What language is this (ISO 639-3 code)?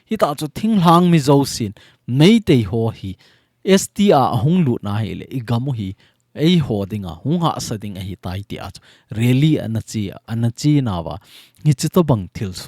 tcz